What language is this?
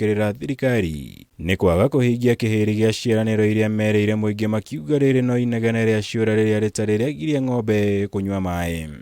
Kikuyu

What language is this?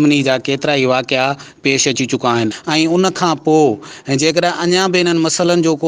Sindhi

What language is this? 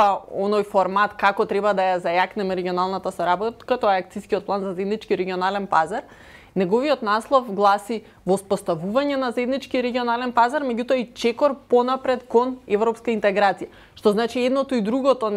Macedonian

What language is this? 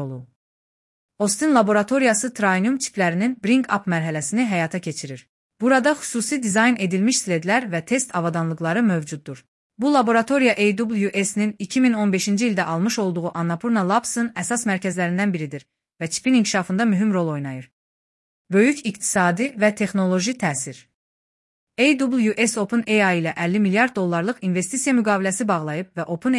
Azerbaijani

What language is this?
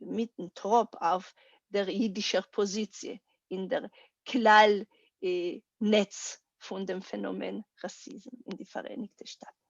Yiddish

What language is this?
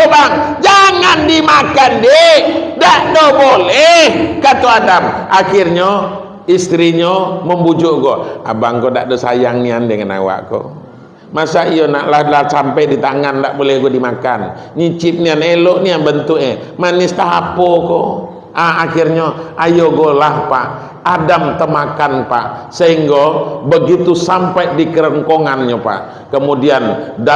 Minangkabau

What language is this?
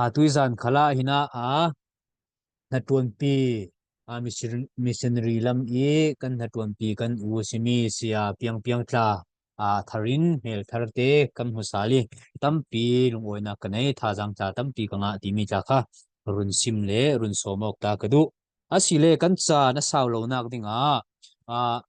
Falam Chin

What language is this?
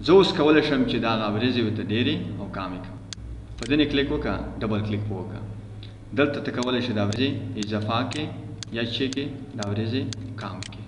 Pashto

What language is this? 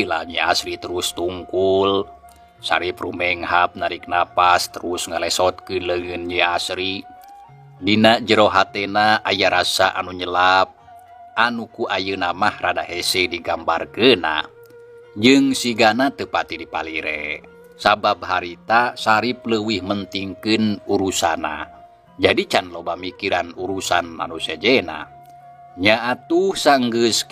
Sundanese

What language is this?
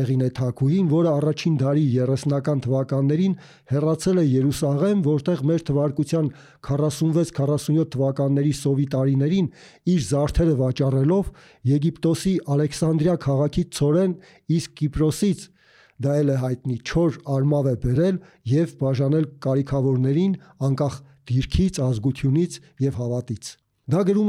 Armenian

